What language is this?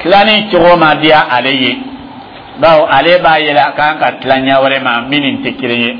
Dyula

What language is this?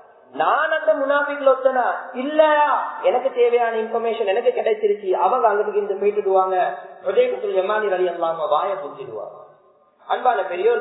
Tamil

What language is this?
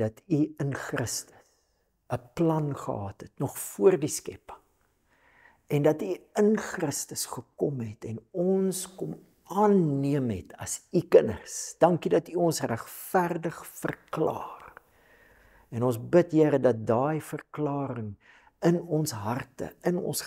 Afrikaans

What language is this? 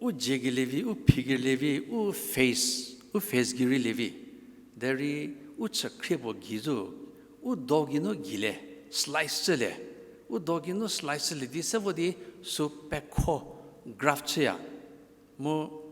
Angami Naga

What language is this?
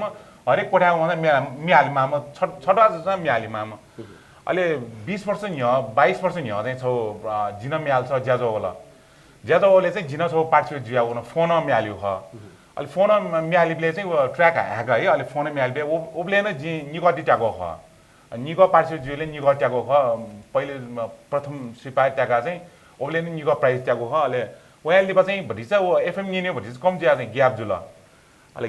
Newari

